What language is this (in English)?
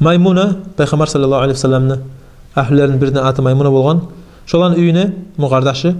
Kumyk